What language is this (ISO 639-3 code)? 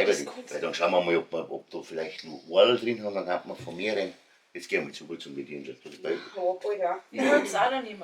bar